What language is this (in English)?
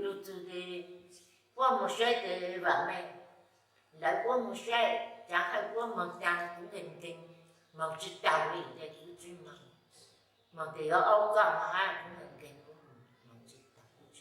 Hmong